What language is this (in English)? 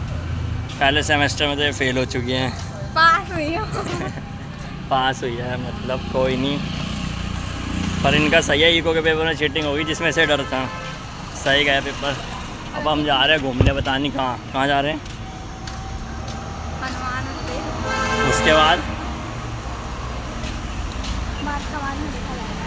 Hindi